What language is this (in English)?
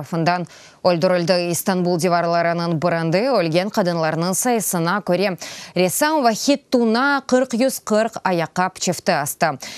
Crimean Tatar